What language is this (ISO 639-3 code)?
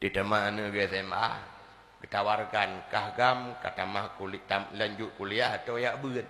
ace